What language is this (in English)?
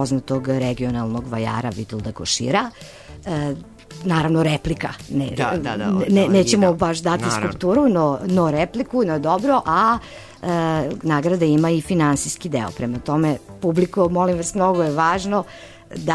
Serbian